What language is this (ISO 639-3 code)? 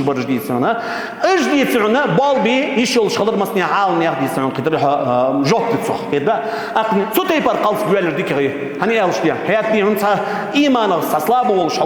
inh